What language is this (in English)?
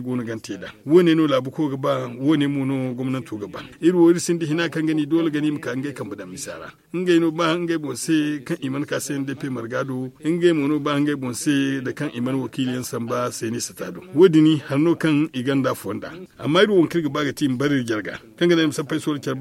Zarma